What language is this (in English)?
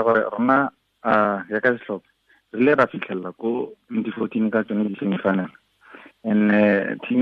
Tswana